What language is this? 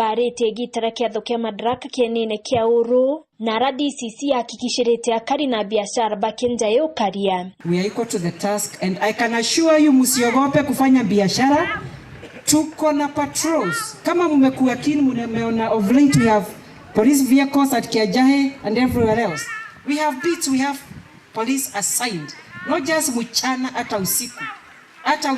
Meru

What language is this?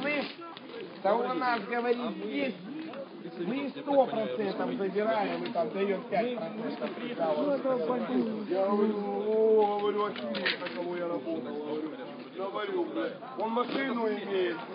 Russian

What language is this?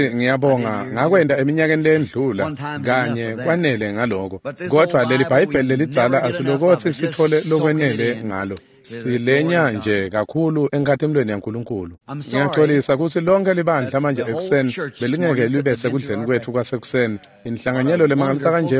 Swati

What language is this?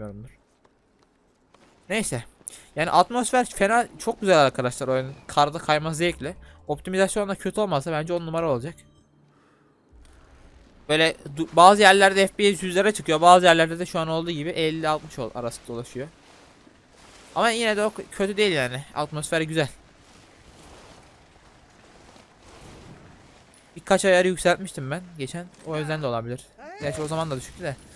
Turkish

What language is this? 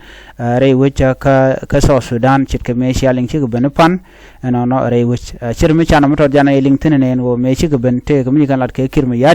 Nuer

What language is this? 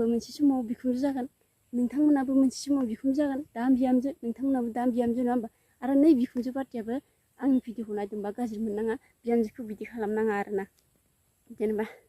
Bodo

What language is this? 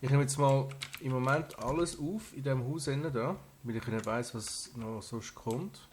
Swiss German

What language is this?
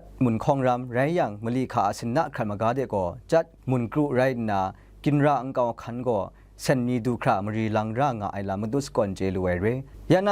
Kachin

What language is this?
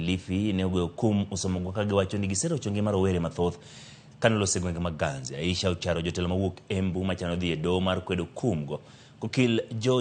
Luo (Kenya and Tanzania)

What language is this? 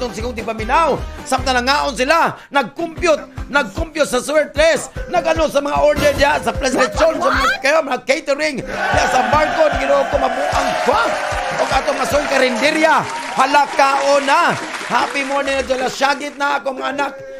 Cebuano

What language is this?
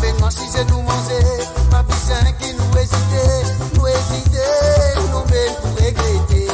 Morisyen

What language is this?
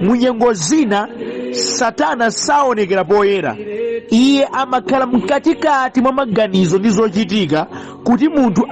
Nyanja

